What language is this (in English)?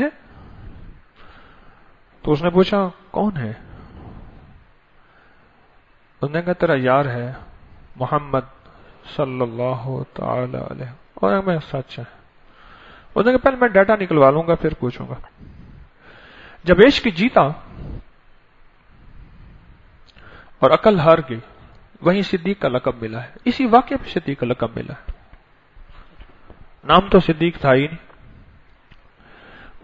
Urdu